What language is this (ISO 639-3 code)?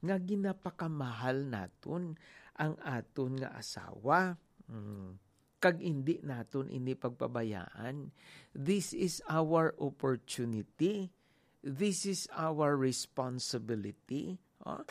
hil